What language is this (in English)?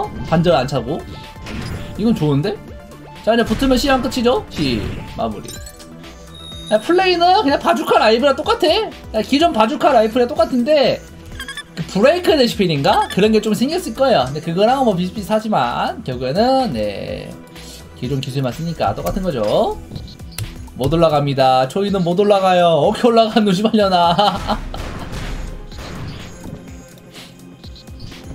Korean